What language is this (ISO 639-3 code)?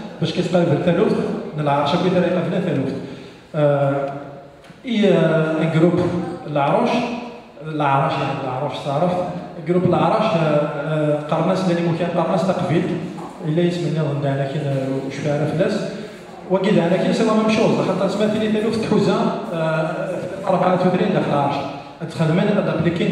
kab